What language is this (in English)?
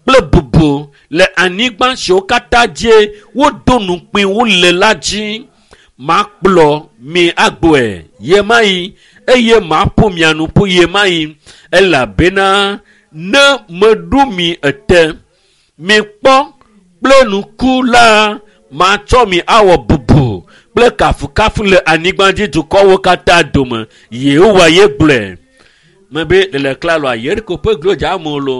Ewe